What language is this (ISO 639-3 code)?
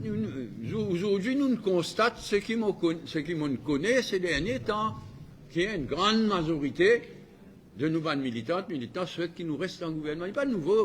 mfe